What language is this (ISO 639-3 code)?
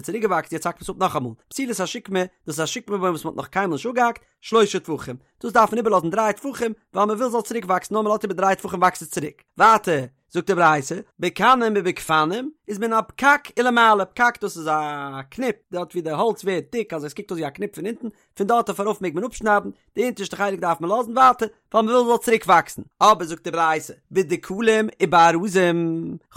yid